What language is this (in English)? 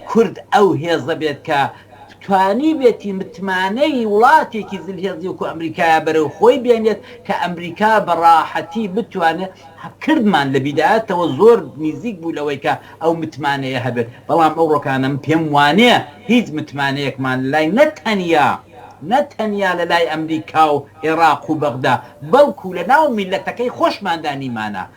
Central Kurdish